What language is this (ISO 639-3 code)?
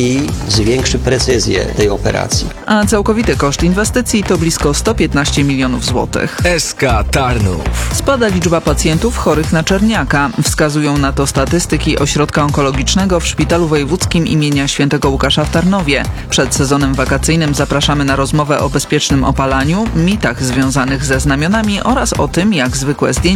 pol